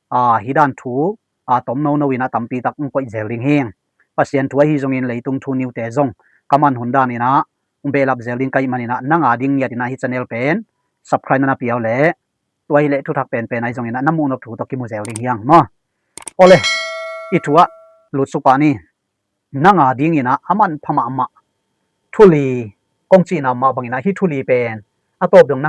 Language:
Tedim Chin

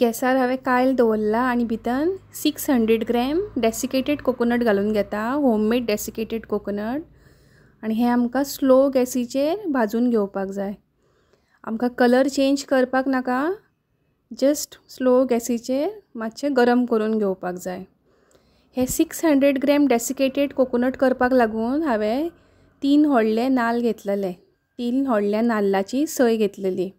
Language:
Konkani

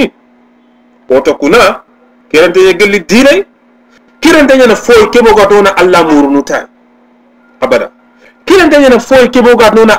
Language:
Soninke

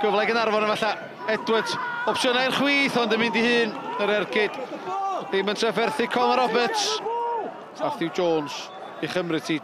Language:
Welsh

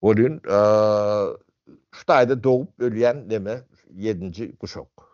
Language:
Turkmen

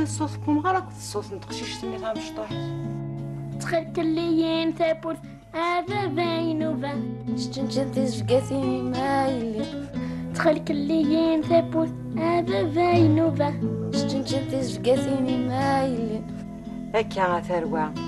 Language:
Kabyle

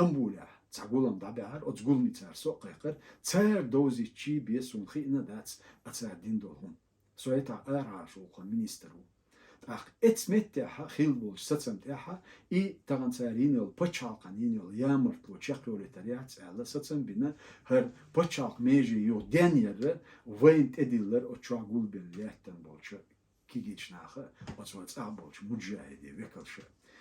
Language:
Chechen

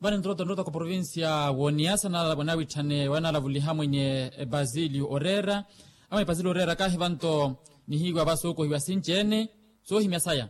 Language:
Makhuwa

